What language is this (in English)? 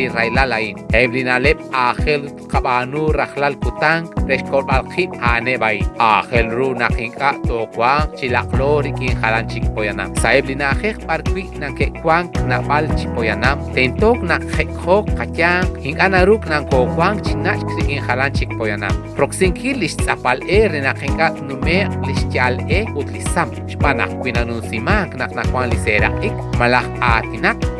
Kekchí